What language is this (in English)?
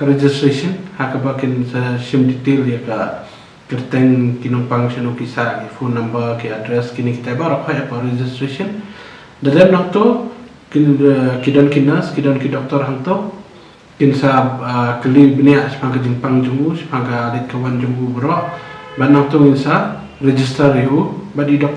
Khasi